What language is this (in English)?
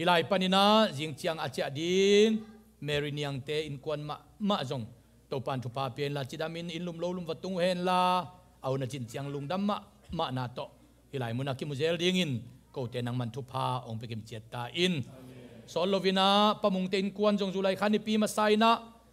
Tedim Chin